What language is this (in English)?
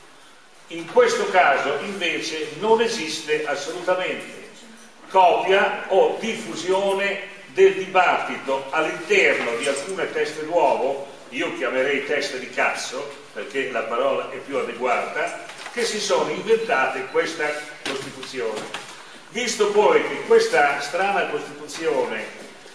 Italian